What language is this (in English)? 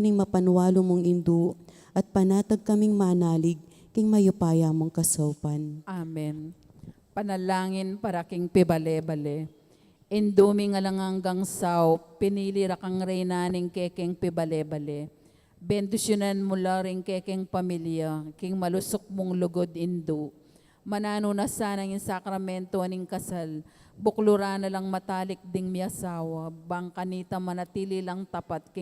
Pampanga